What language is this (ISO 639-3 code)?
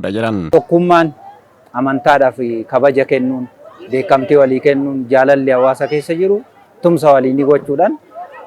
orm